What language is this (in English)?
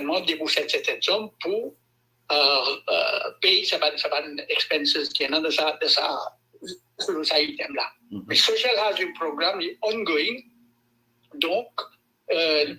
Morisyen